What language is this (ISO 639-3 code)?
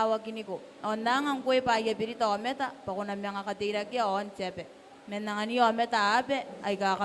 gil